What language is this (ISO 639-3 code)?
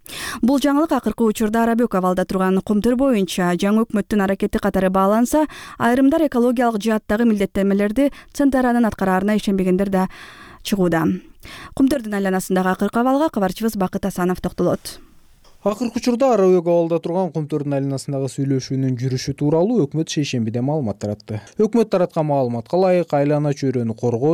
kir